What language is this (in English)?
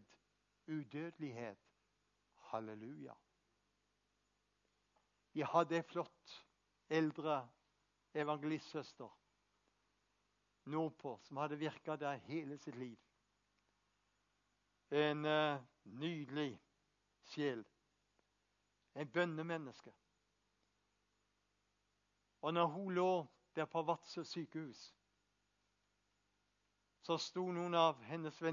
Norwegian